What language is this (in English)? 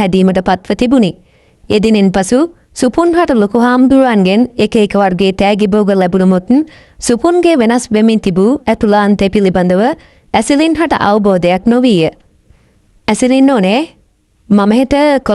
Sinhala